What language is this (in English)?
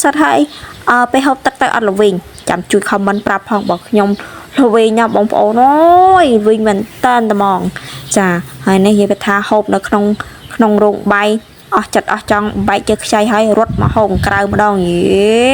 Khmer